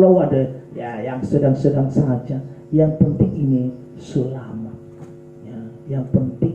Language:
Nias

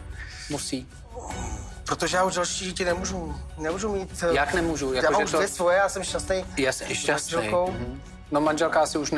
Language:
Czech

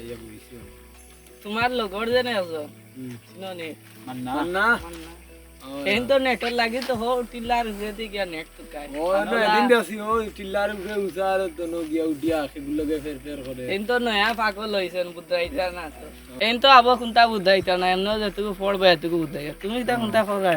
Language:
Sylheti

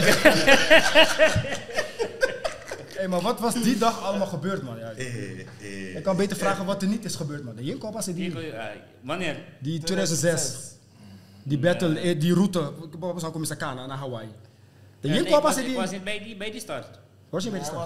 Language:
Dutch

